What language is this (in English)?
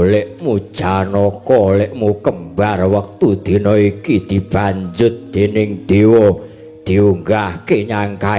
Javanese